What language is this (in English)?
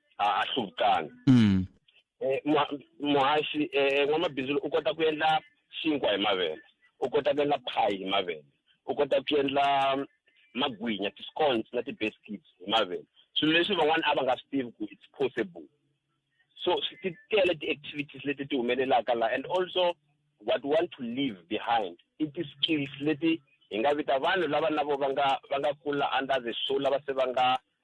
Tsonga